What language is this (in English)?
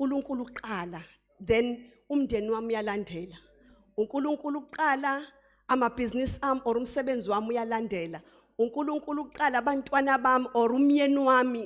Zulu